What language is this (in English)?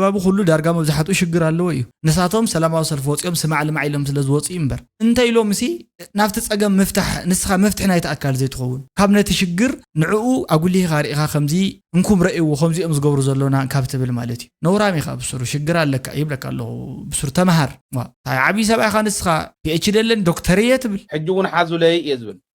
Tigrinya